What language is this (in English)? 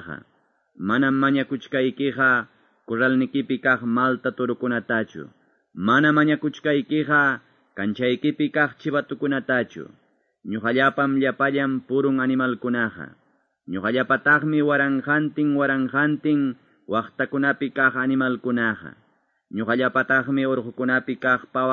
Quechua